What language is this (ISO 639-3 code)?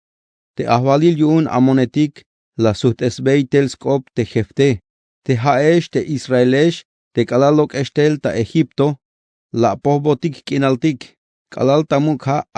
tzh